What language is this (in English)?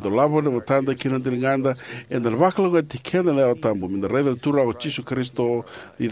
Fijian